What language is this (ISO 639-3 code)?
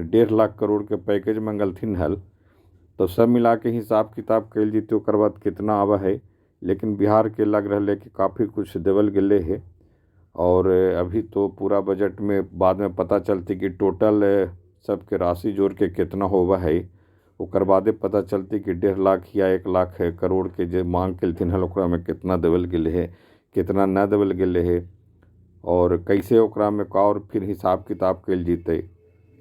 mag